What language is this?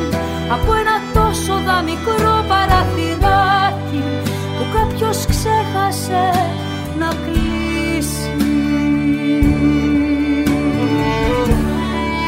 Greek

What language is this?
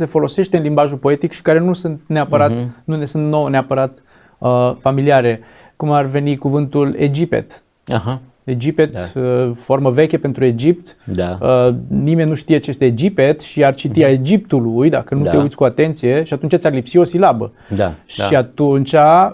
Romanian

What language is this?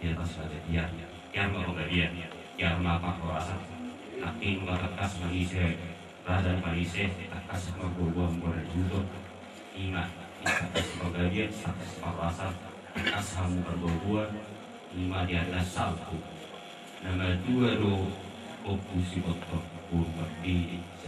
Batak Toba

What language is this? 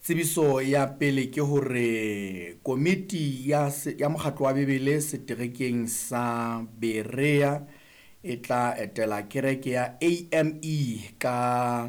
Southern Sotho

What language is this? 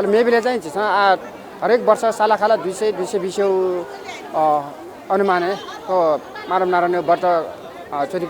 Newari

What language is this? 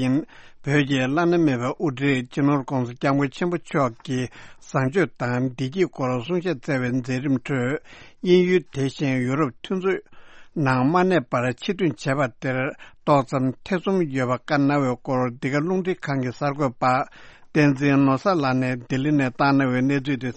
Tibetan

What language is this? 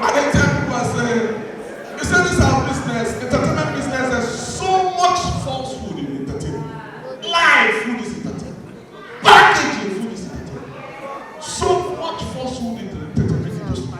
Nigerian Pidgin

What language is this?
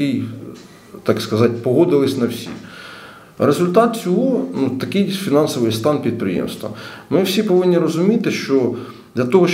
Ukrainian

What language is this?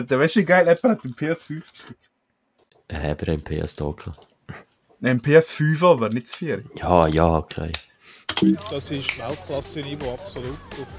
Swiss German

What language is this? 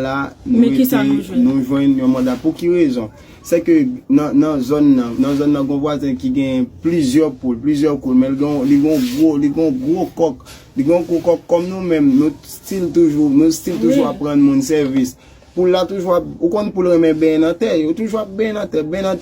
Haitian Creole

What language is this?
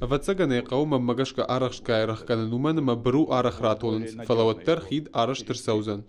Ossetic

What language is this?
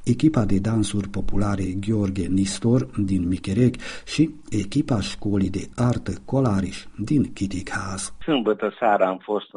Romanian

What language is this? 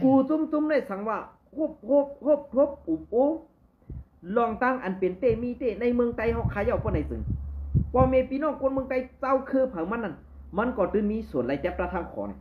Shan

